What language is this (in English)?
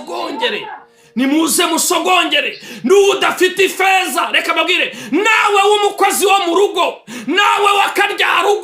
Kinyarwanda